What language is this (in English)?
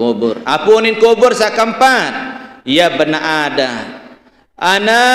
Sasak